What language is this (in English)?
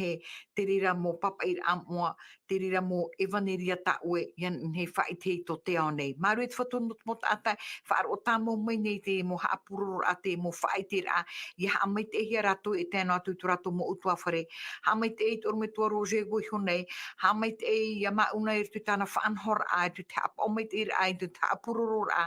Tahitian